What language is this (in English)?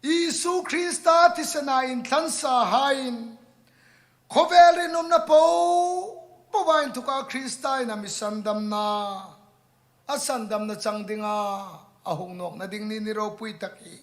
Hmar